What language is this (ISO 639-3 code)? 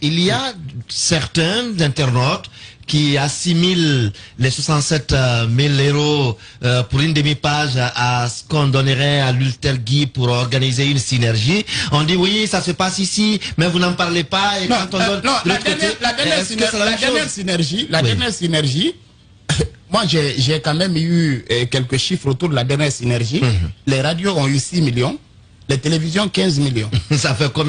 fra